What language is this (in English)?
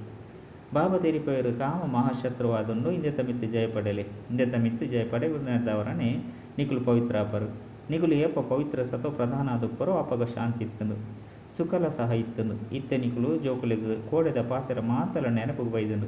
Tulu